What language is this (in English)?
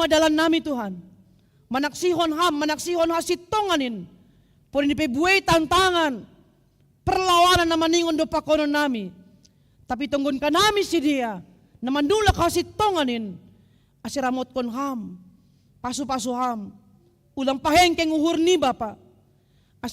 Batak Simalungun